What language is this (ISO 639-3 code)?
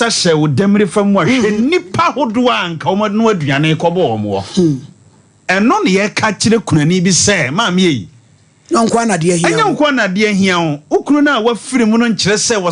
aka